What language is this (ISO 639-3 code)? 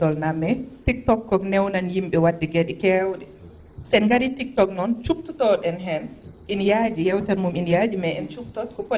ful